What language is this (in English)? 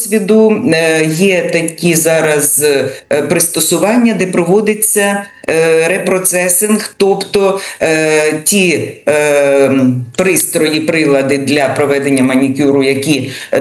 Ukrainian